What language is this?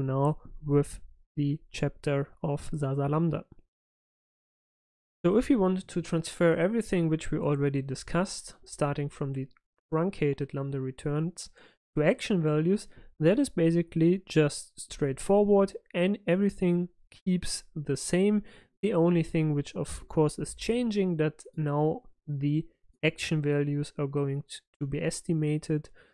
English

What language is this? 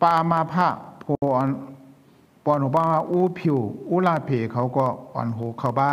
Shan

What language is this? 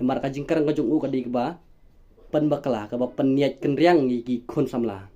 Khasi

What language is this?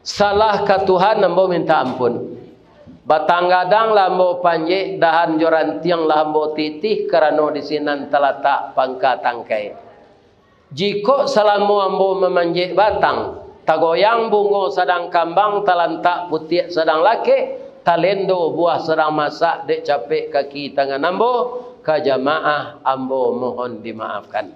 Minangkabau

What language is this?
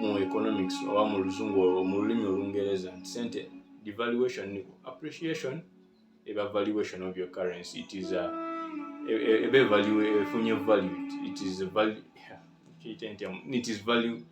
Ganda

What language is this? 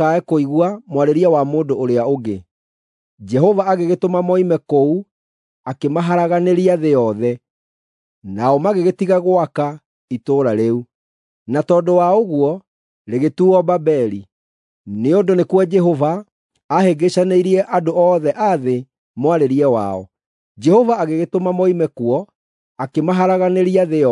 Kikuyu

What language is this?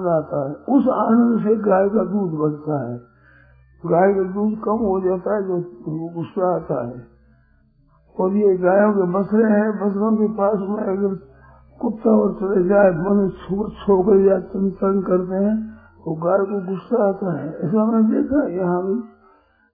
Hindi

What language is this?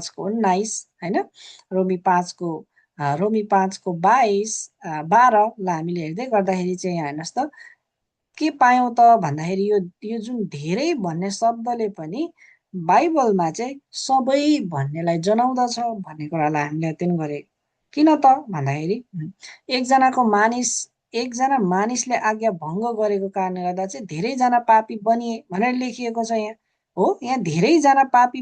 Nepali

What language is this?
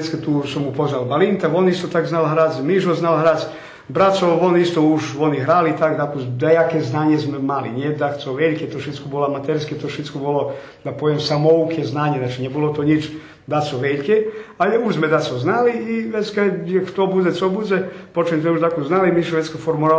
Rusyn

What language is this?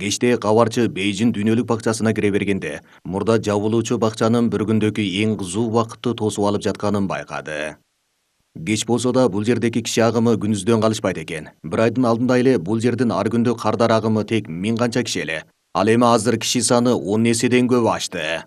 Kyrgyz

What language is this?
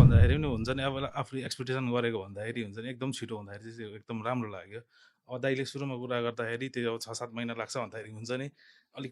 Nepali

